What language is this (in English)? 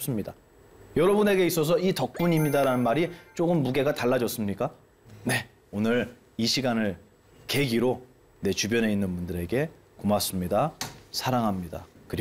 Korean